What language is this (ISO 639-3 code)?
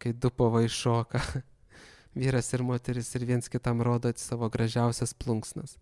lit